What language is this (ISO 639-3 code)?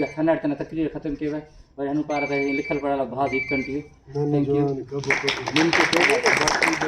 brh